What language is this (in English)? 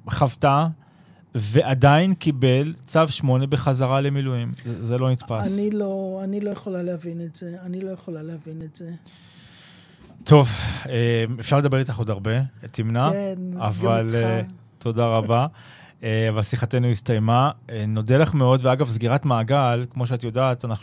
Hebrew